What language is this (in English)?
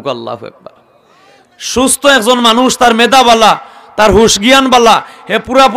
Sylheti